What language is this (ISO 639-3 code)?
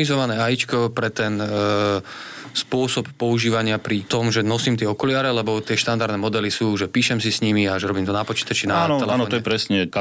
slk